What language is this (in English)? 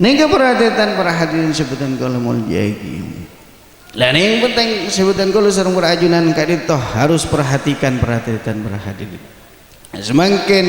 Madurese